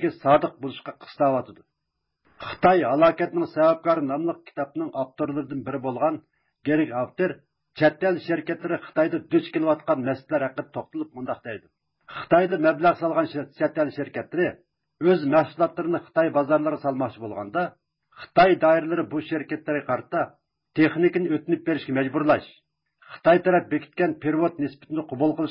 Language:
Uyghur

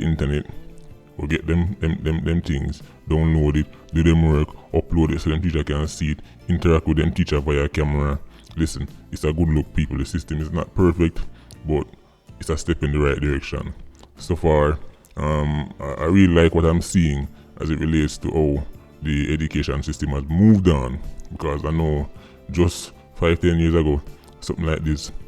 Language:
Jamaican Creole English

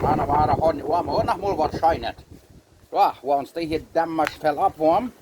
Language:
Plautdietsch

